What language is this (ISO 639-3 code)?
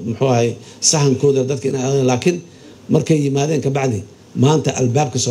som